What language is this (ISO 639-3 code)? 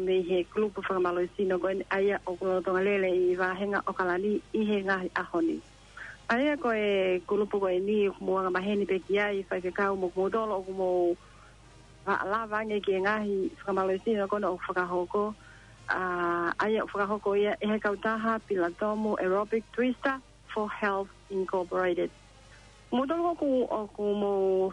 ton